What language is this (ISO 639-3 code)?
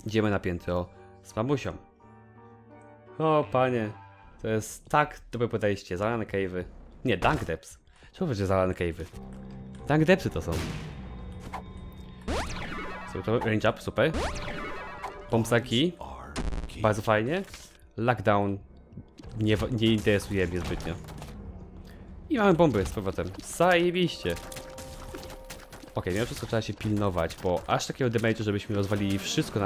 pol